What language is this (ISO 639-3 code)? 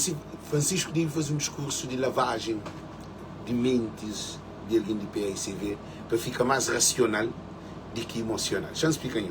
kea